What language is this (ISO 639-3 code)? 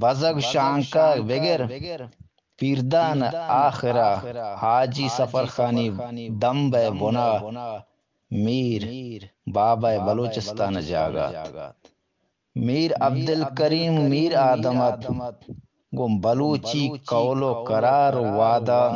bgp